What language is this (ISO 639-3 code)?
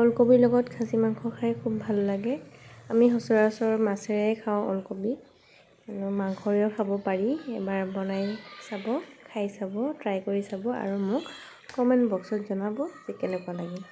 asm